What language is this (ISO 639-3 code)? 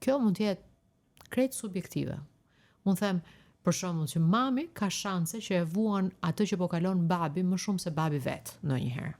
sqi